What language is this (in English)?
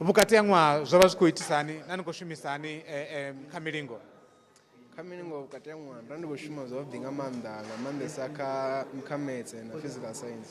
Venda